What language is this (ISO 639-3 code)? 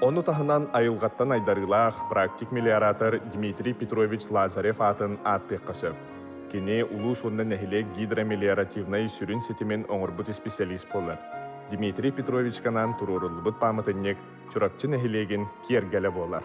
sah